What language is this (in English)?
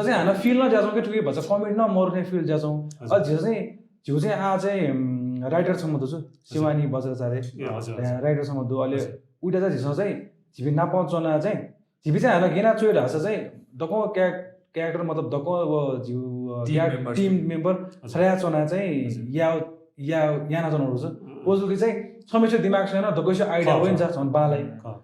Newari